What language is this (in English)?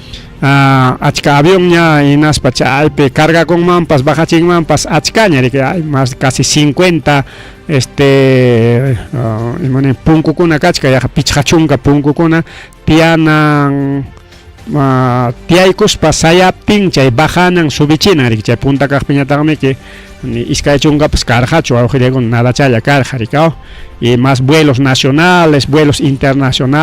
Ayacucho Quechua